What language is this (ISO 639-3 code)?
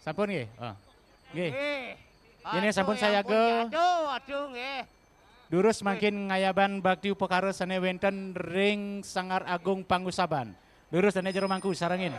ban